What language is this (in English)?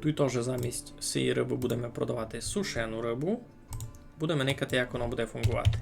Rusyn